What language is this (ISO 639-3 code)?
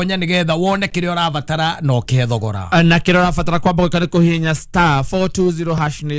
kik